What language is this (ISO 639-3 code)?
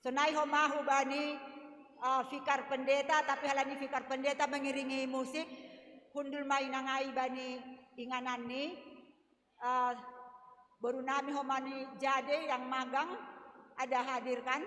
bts